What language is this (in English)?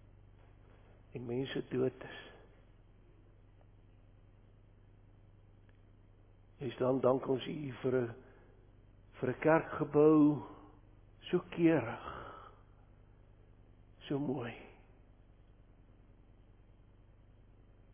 Afrikaans